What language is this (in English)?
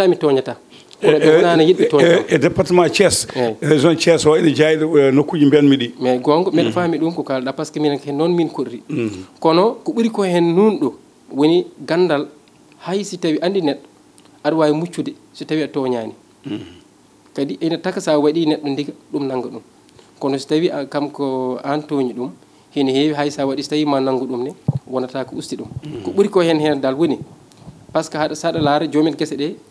Fula